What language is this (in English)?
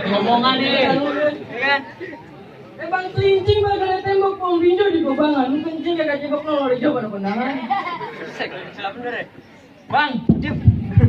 Betawi